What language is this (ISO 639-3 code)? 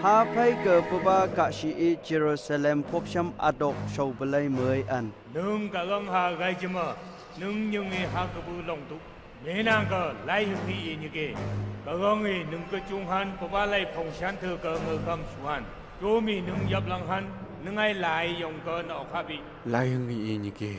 nph